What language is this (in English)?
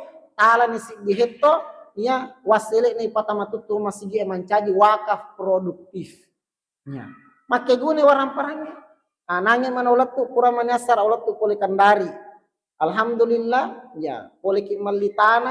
Buginese